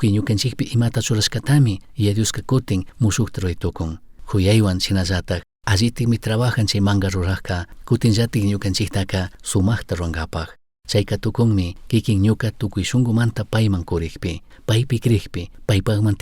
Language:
Chimborazo Highland Quichua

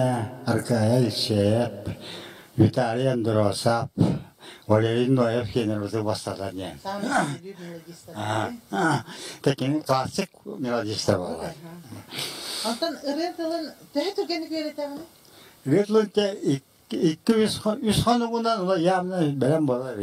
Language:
Yakut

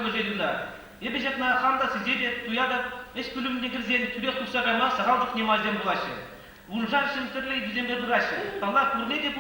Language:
Chuvash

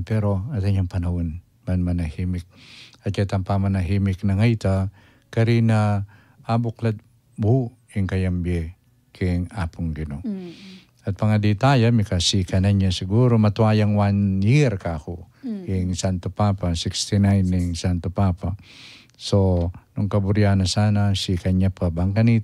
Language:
Pampanga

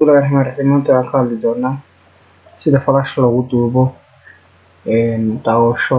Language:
Somali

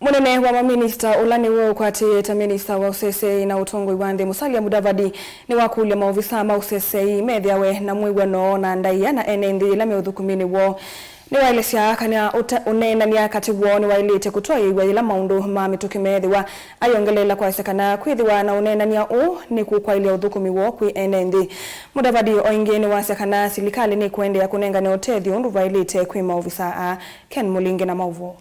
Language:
Kamba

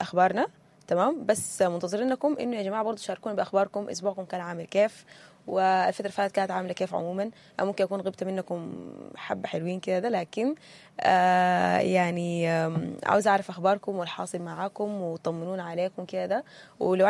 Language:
Sudanese Arabic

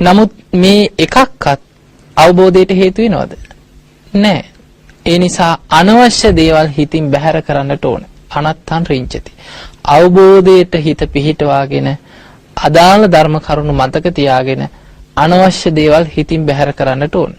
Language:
Sinhala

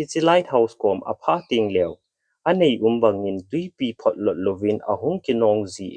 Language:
Thado Chin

